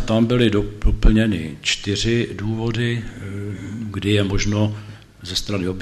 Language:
Czech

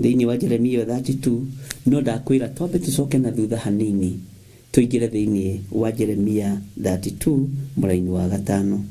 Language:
Kikuyu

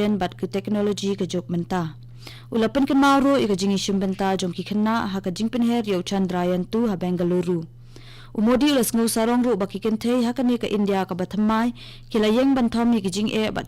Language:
Khasi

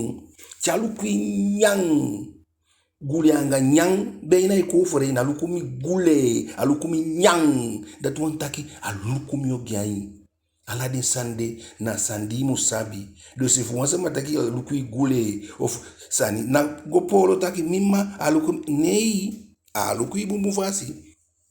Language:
Eastern Maroon Creole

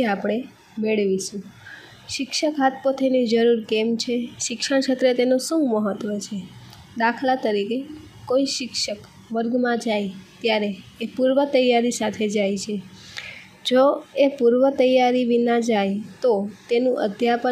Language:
Gujarati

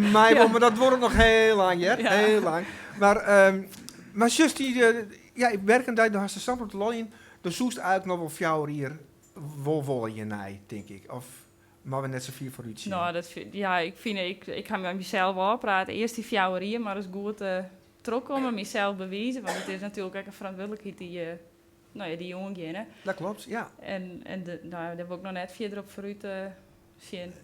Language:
Western Frisian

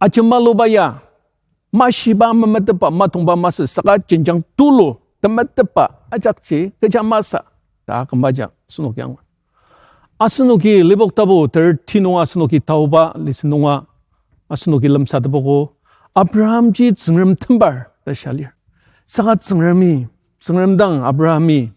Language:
Ao Naga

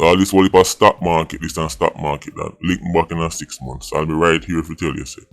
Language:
Jamaican Creole English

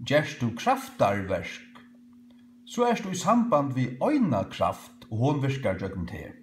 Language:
Faroese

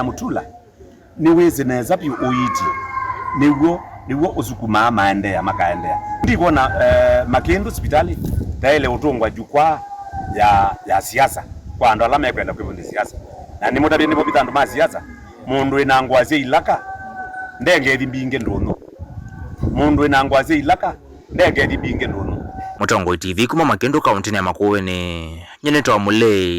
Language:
Kamba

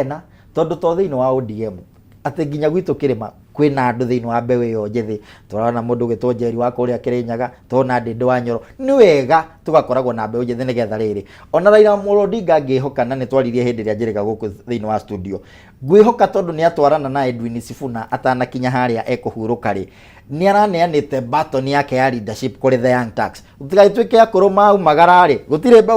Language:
Kikuyu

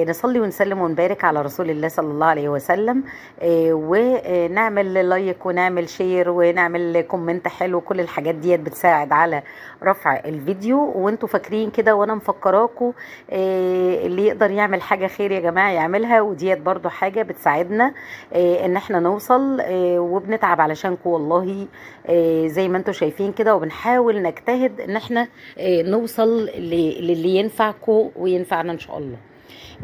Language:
Egyptian Arabic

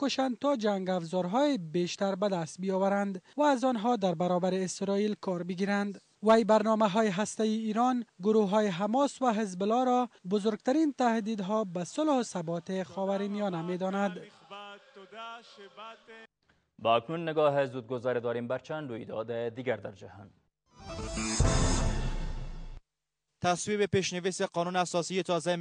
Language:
Persian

